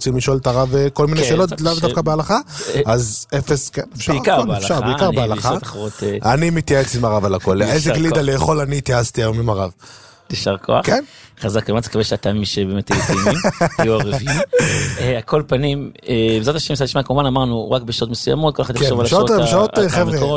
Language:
Hebrew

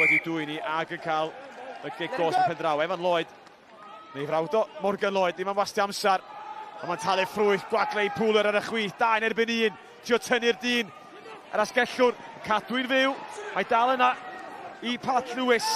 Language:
Welsh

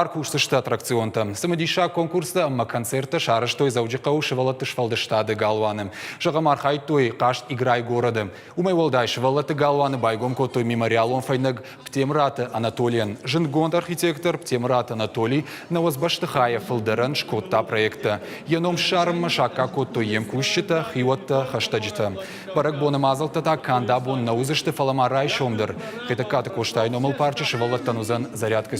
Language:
Ossetic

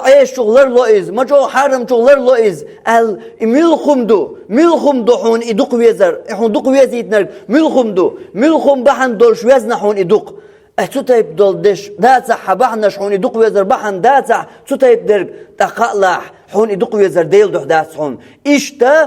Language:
Chechen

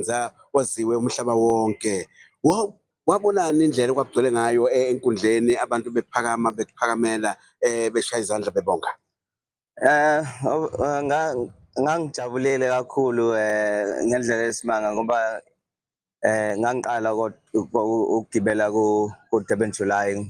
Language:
Zulu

